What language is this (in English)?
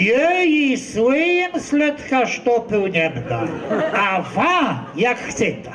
Kashubian